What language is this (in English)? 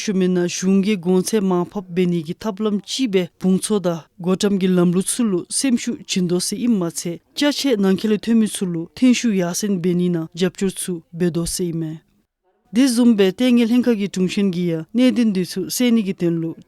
Dzongkha